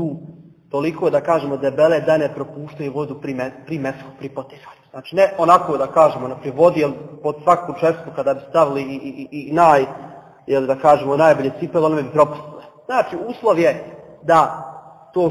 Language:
Bosnian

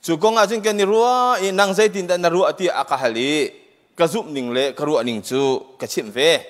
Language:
Hakha Chin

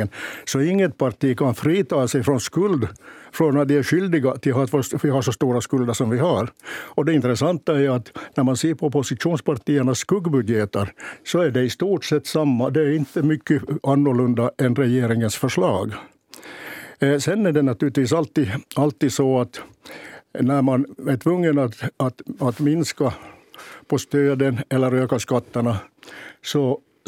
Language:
Swedish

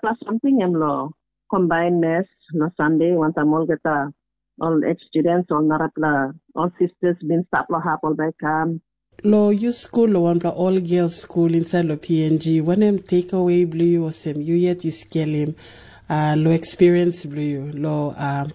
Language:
Tok Pisin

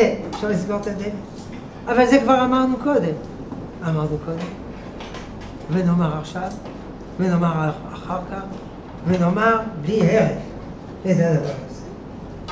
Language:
Hebrew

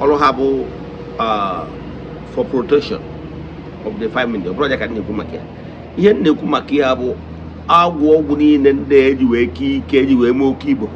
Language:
Igbo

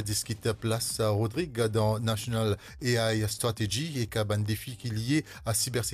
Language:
Morisyen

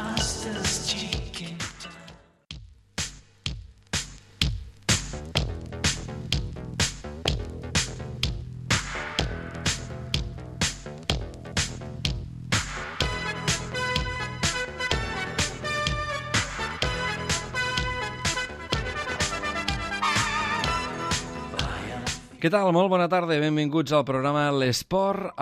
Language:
Catalan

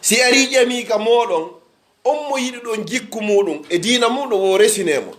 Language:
Pular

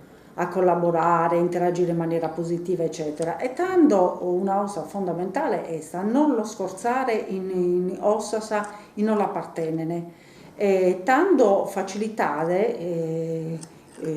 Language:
Sardinian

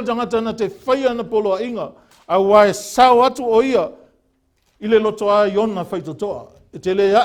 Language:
Samoan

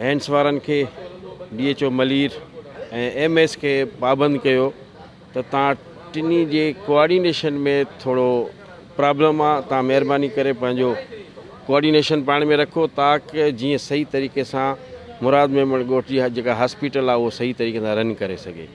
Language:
Sindhi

